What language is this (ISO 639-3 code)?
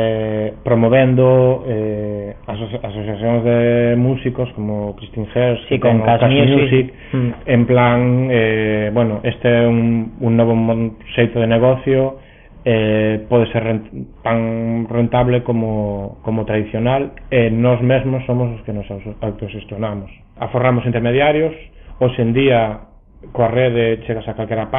glg